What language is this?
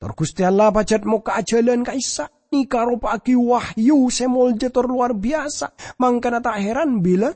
Madurese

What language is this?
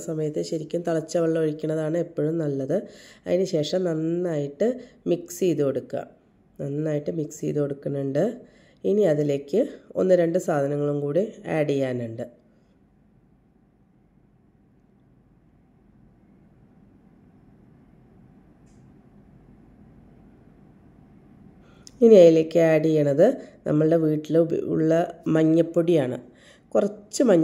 Malayalam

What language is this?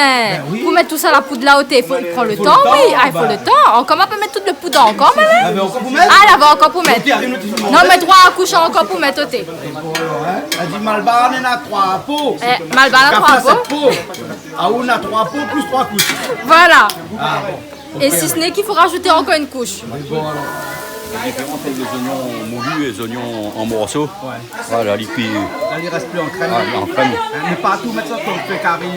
Réunion Creole French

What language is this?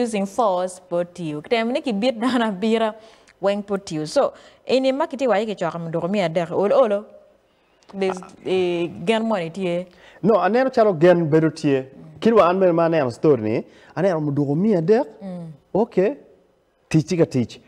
Acoli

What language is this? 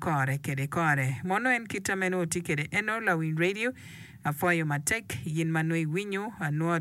Acoli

